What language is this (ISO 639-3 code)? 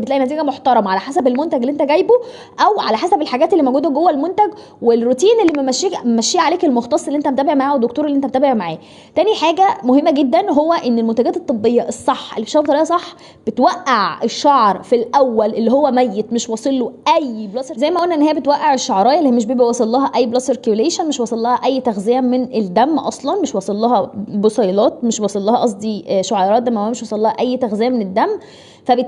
arz